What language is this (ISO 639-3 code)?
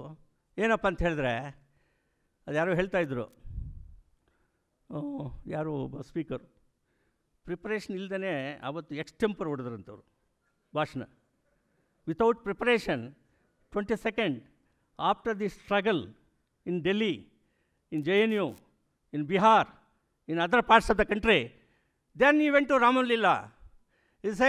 kan